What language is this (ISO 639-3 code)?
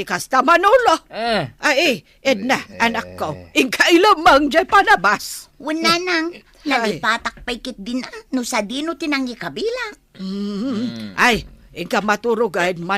ilo